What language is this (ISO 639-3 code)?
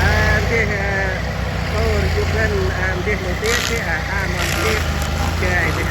cmo